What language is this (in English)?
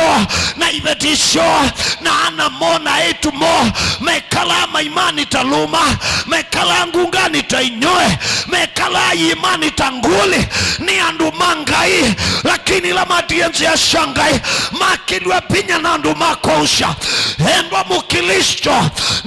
Kamba